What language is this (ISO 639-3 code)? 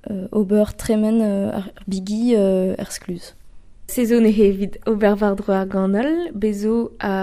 bre